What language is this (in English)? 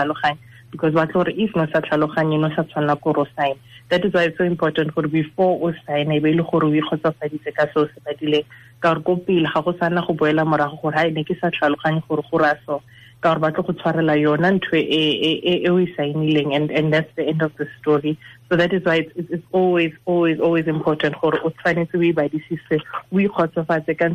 Tswana